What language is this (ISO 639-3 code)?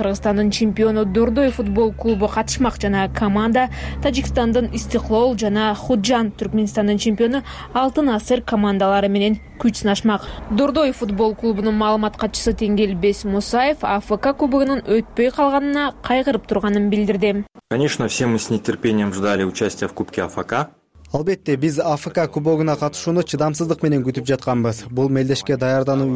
kir